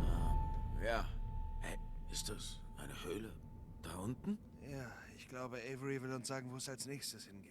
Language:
Swiss German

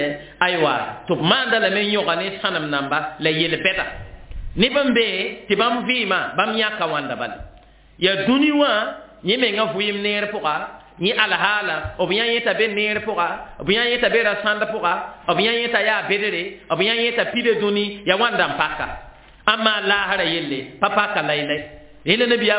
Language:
Mossi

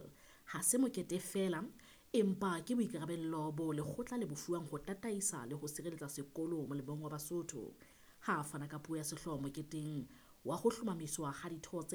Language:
Southern Sotho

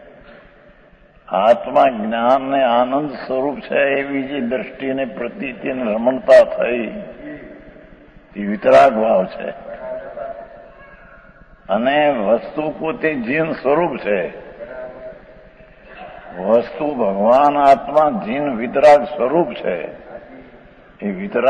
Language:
Gujarati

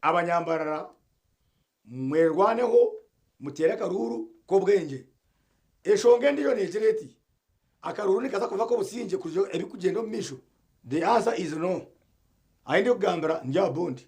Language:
Nyankole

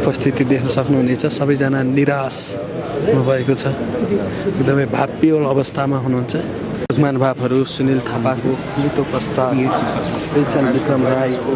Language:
Nepali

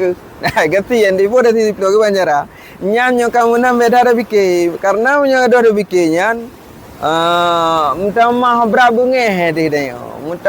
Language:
Achinese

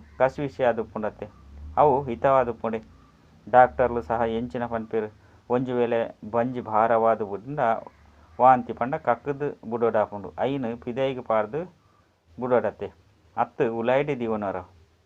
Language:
Tulu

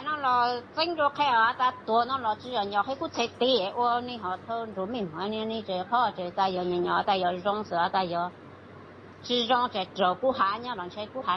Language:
Hmong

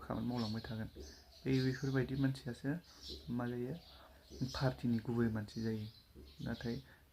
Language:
Bodo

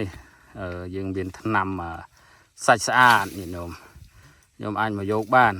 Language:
Khmer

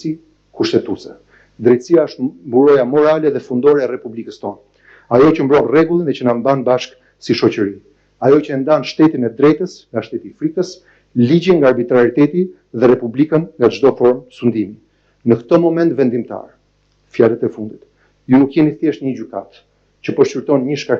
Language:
Albanian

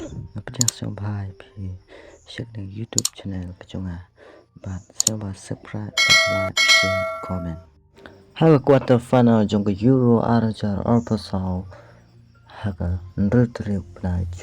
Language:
Khasi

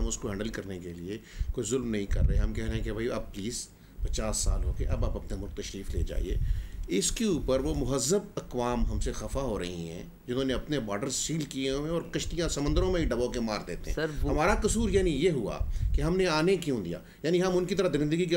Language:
Urdu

